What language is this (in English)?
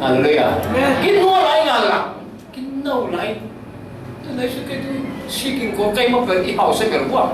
Falam Chin